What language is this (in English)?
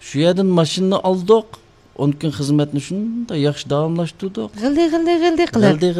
Uyghur